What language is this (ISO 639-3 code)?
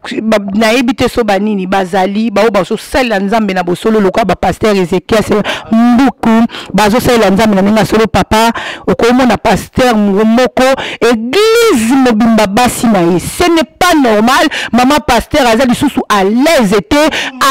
lin